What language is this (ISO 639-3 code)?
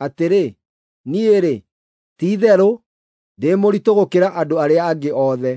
kik